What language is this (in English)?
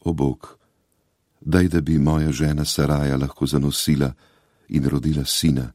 Slovenian